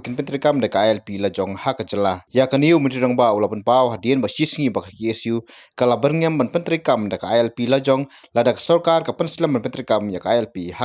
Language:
Khasi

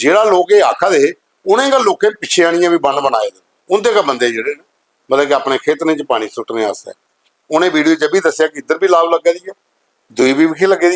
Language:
Dogri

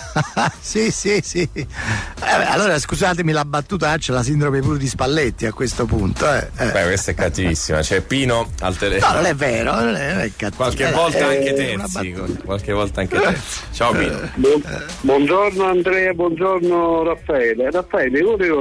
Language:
Italian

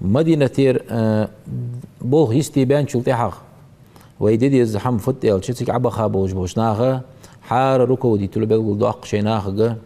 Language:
Ingush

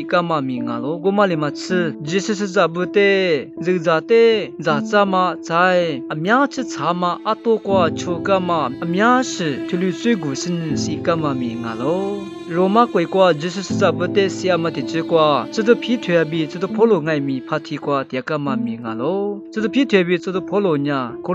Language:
Lisu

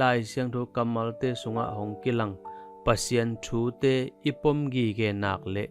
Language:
Tedim Chin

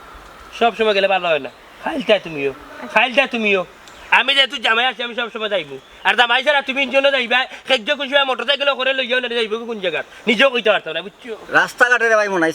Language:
Sylheti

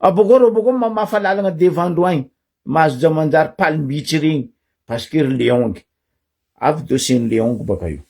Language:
Malagasy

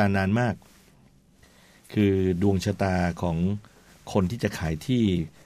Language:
Thai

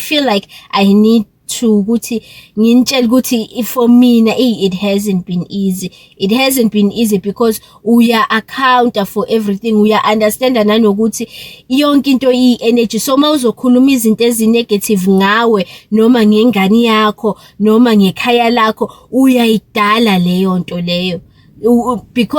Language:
Zulu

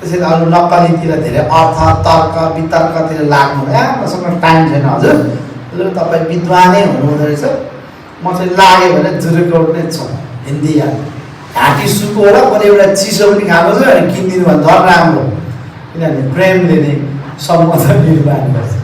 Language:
Nepali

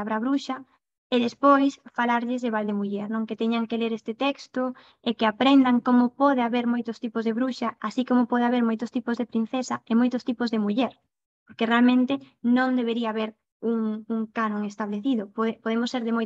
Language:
Galician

